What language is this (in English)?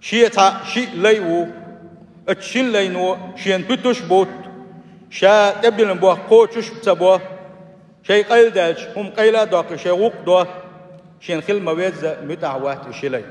Chechen